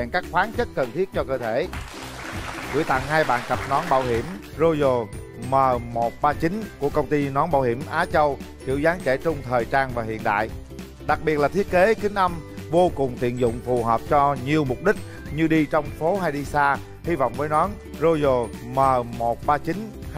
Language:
Vietnamese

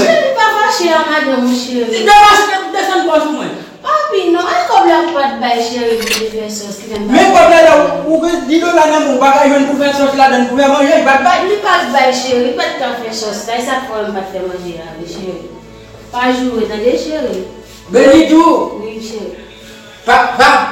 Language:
Haitian Creole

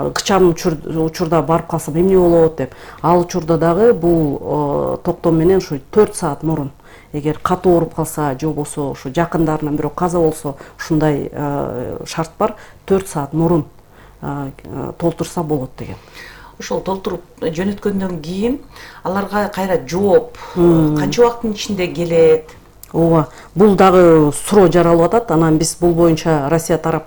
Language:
Kyrgyz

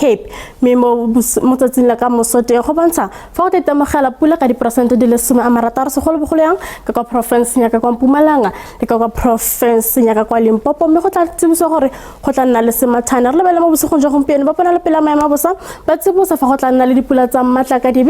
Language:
Tswana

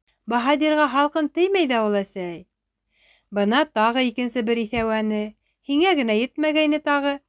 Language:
Bashkir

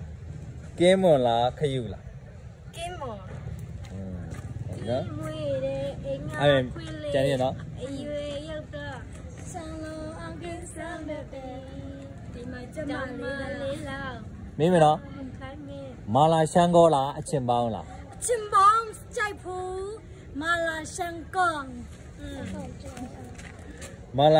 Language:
Burmese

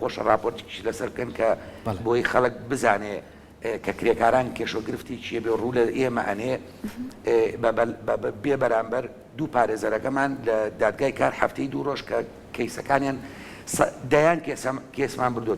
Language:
Central Kurdish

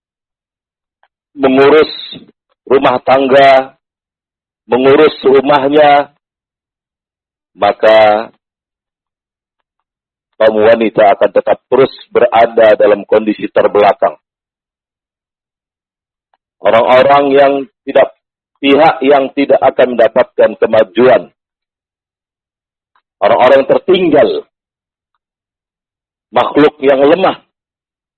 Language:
Indonesian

